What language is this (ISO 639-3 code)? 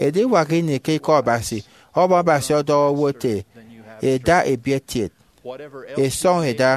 efi